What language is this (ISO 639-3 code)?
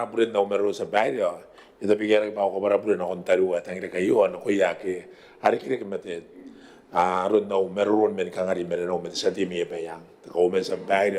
gil